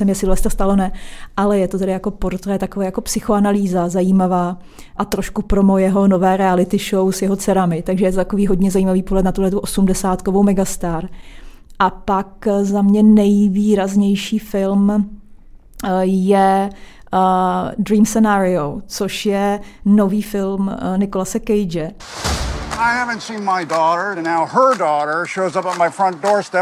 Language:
Czech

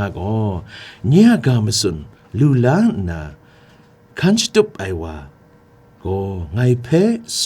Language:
Kachin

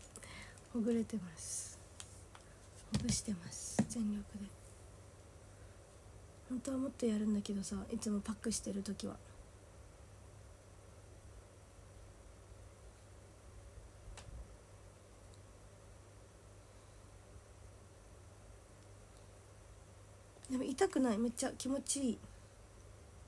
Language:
Japanese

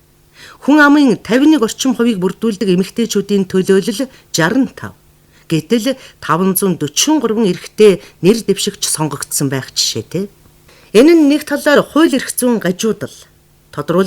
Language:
Mongolian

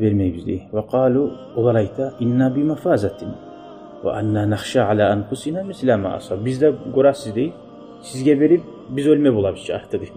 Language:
Kumyk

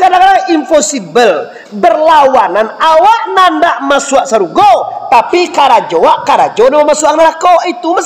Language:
Minangkabau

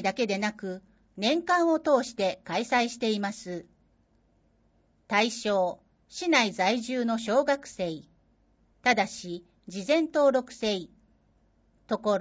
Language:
Japanese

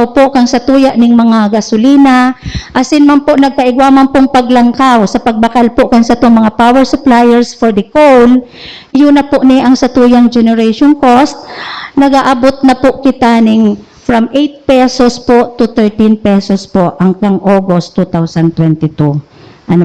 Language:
Bikol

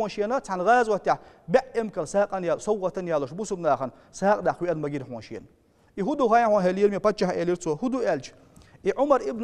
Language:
Chechen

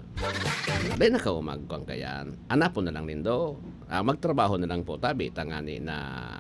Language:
Bikol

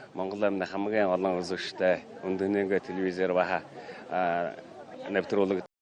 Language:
Mongolian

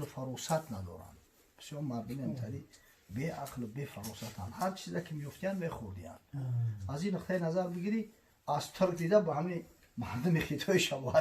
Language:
Tajik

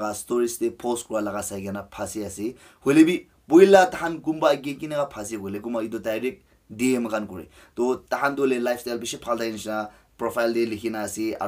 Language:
Naga Pidgin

